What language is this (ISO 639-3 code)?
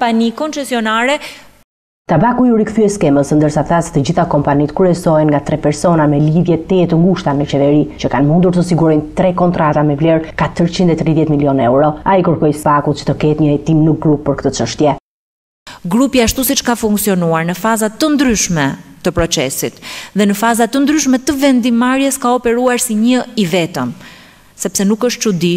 sqi